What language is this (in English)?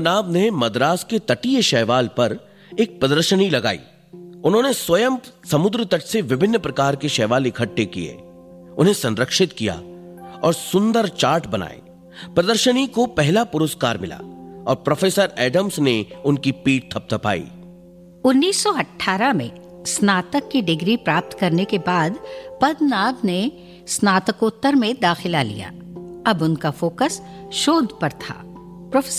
Hindi